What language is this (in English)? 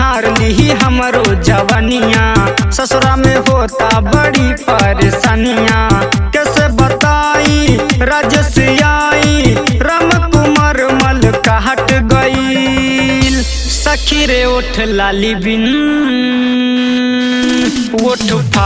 Bhojpuri